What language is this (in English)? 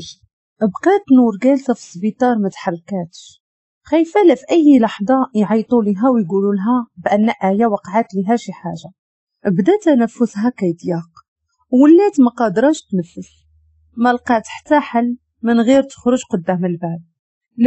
Moroccan Arabic